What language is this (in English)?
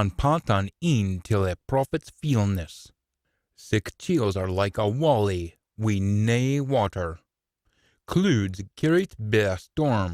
Scots